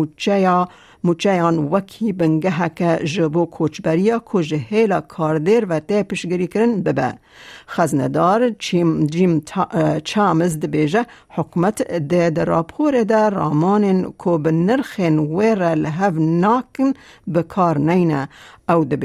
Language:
Kurdish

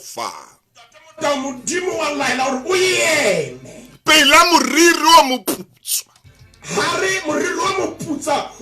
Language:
Southern Sotho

